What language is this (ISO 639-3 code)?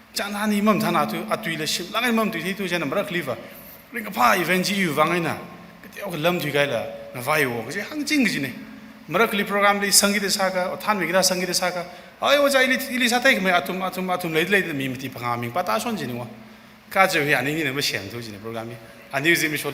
nmf